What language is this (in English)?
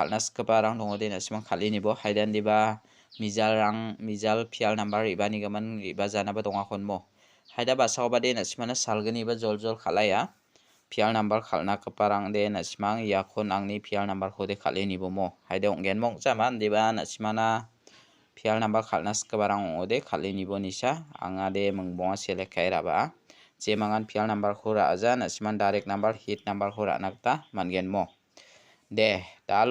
Garo